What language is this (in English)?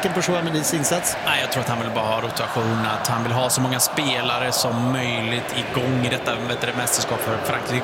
Swedish